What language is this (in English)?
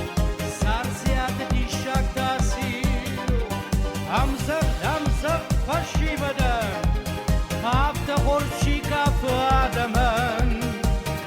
Ossetic